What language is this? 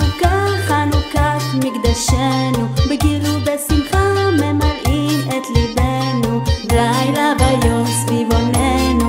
Hebrew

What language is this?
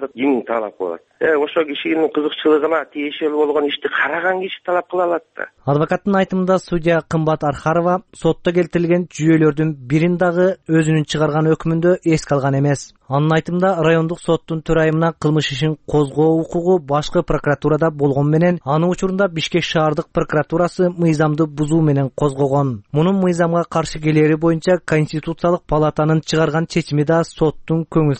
Kyrgyz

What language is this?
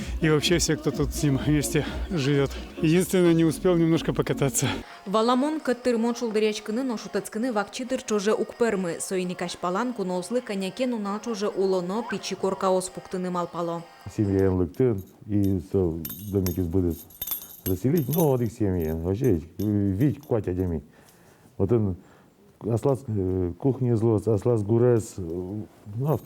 Udmurt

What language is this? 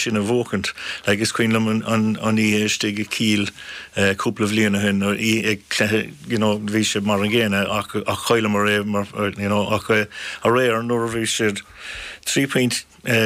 Irish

